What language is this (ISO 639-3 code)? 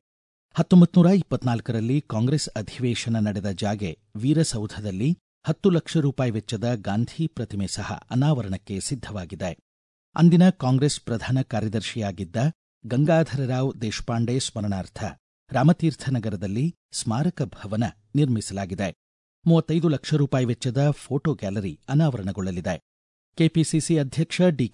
kan